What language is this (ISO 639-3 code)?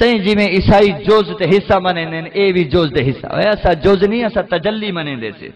skr